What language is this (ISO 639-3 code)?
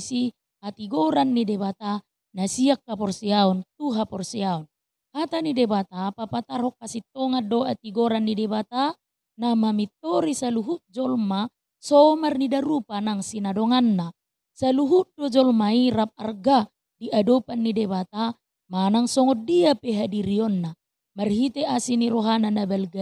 bbc